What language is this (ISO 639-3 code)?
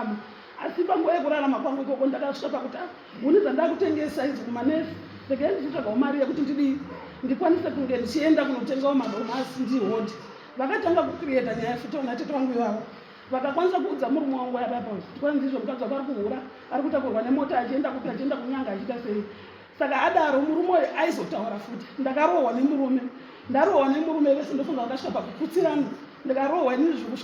sna